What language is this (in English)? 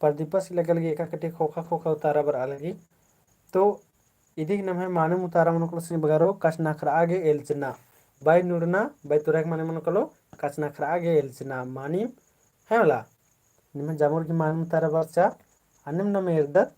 Kurukh